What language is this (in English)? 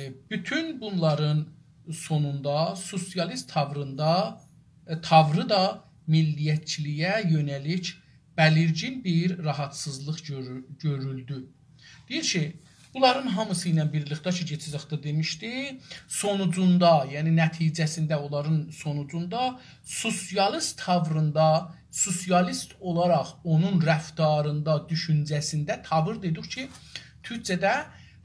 South Azerbaijani